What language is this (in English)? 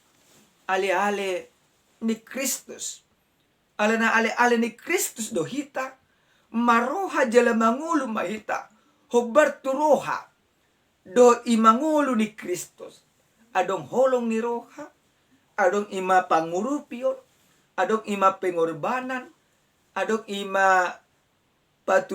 Batak Toba